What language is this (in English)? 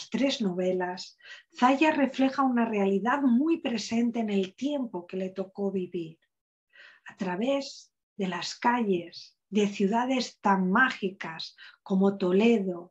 Spanish